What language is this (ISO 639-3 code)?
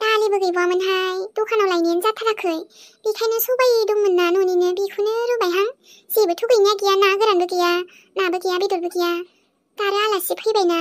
brx